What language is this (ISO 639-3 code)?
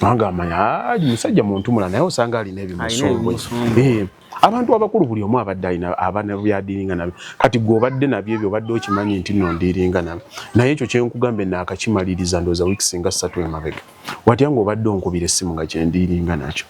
lug